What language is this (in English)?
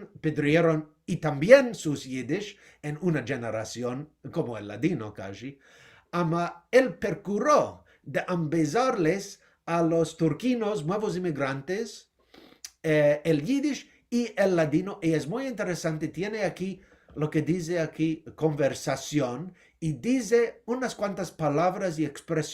Ladino